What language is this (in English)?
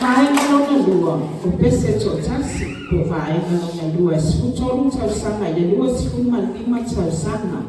Samoan